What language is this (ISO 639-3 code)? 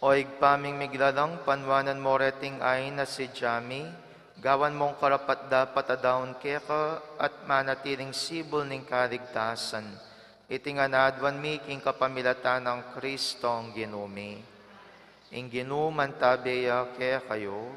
pam